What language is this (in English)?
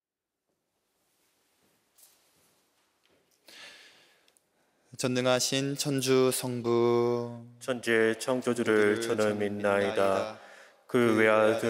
Korean